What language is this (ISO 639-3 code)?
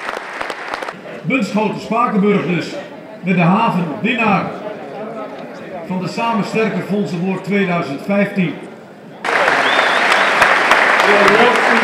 nld